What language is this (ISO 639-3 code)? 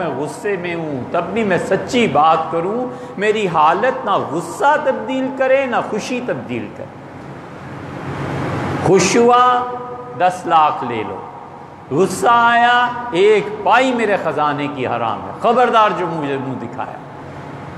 urd